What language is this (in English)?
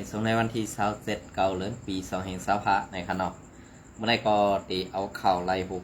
Shan